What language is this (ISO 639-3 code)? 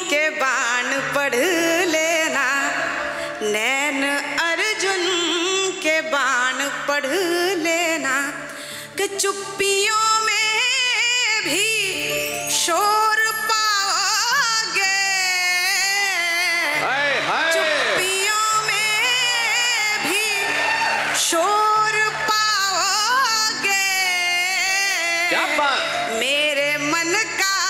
hin